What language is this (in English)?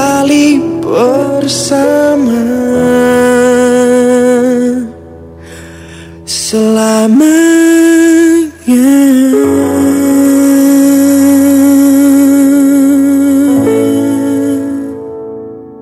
Indonesian